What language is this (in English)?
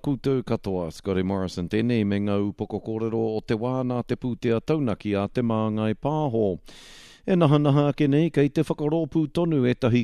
Māori